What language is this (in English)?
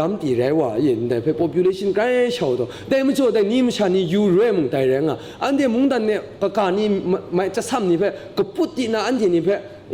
Kachin